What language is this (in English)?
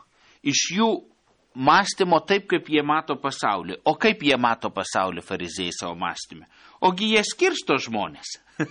Lithuanian